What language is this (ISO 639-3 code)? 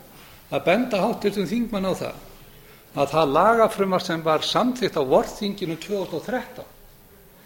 isl